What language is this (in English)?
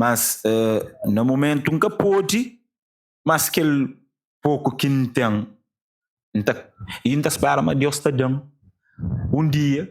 Kabuverdianu